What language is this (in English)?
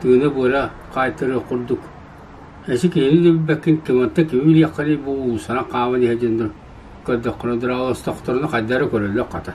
Yakut